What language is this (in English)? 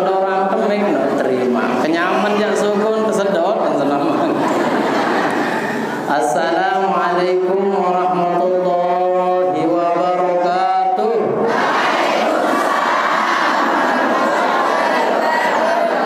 Sasak